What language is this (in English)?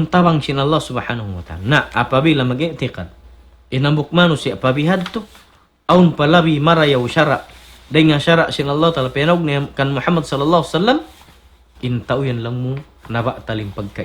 Tausug